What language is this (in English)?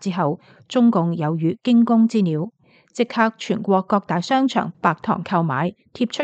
Cantonese